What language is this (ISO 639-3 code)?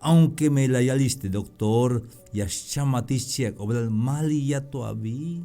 tzh